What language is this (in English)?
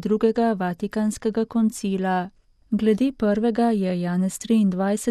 Slovenian